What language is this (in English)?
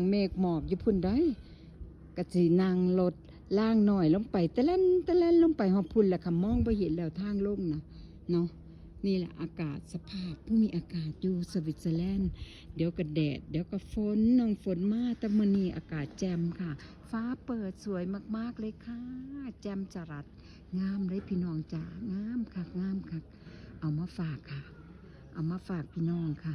Northeastern Thai